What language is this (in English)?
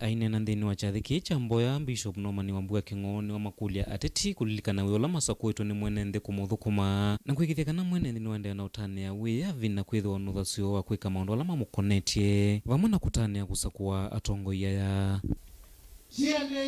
Kamba